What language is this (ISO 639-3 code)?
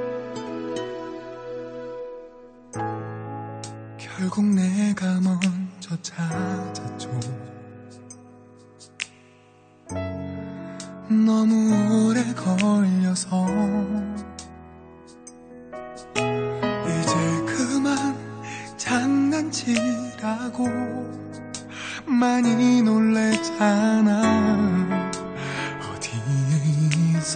kor